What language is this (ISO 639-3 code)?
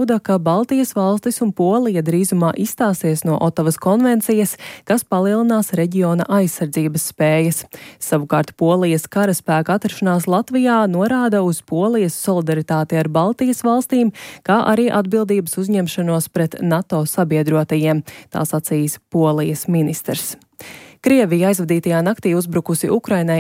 lav